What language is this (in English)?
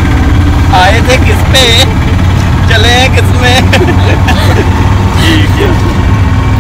Punjabi